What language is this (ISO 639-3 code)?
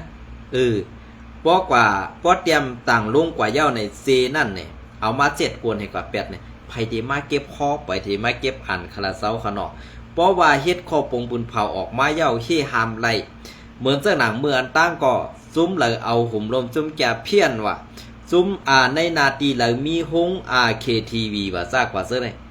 shn